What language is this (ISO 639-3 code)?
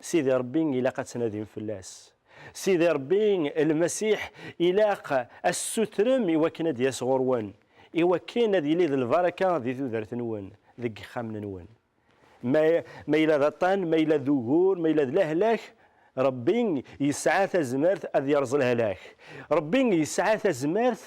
kab